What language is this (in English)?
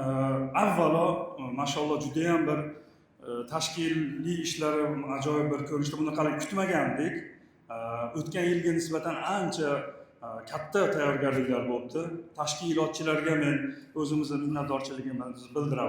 Uzbek